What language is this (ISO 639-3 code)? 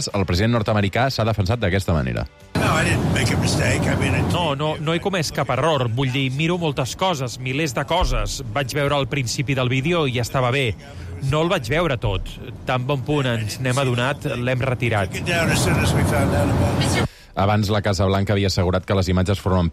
cat